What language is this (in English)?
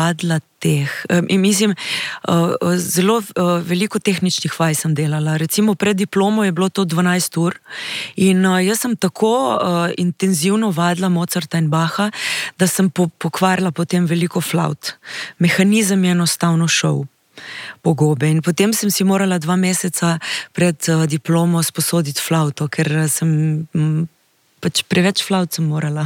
Slovenian